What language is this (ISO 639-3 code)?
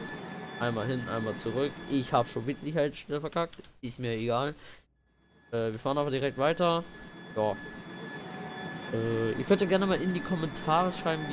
deu